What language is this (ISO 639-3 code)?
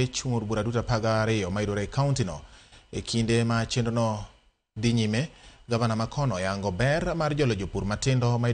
luo